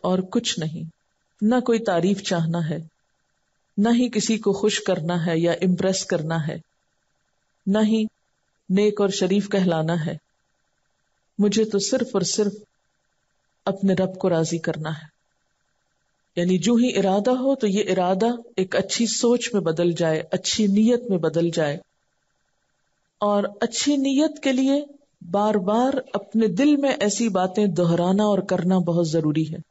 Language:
Urdu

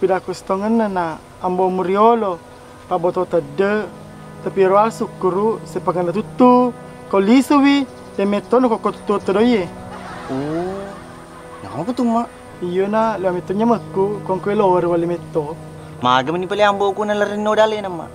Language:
Buginese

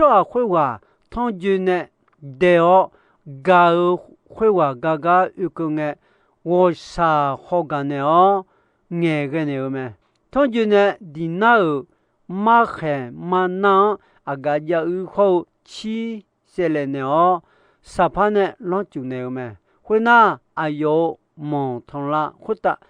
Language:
Akha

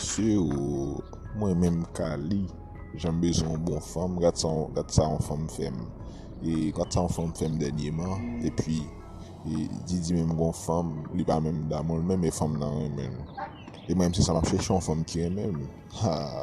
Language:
Haitian Creole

